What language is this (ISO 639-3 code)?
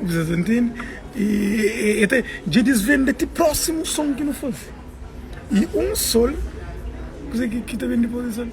kea